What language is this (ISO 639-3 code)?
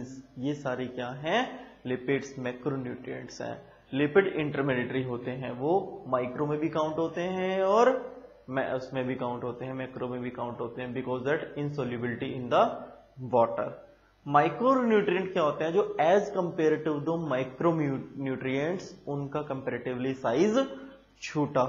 hin